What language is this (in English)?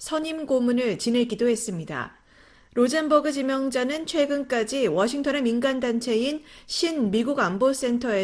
Korean